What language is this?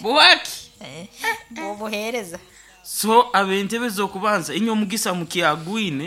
Nyankole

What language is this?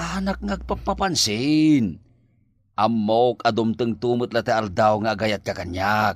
Iloko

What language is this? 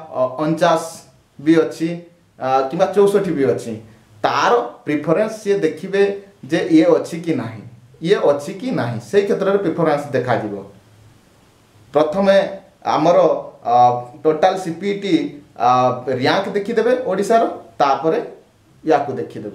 Odia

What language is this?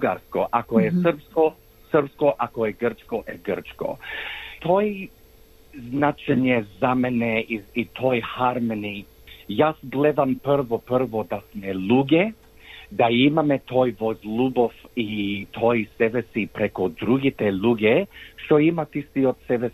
Macedonian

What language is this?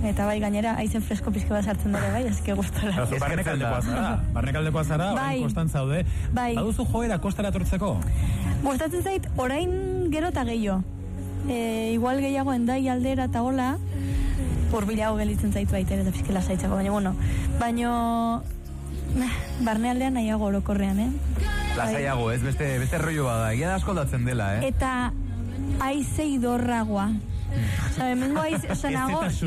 Basque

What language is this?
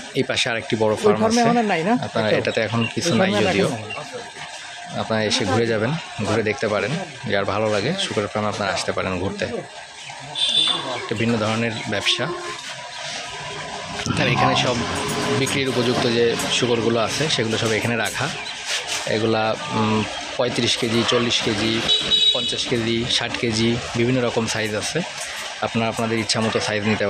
Bangla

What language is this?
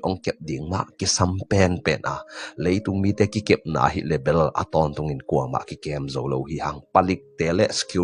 Tedim Chin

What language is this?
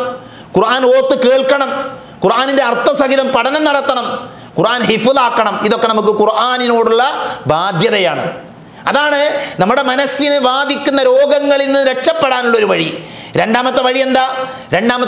Malayalam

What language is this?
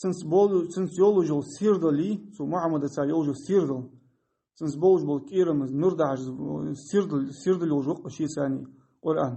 Ingush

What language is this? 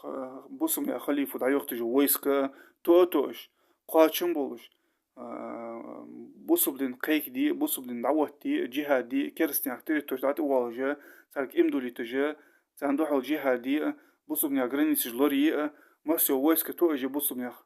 Ingush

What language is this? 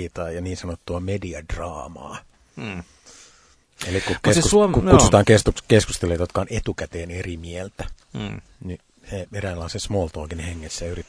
Finnish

